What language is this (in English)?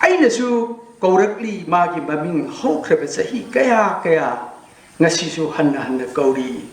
Manipuri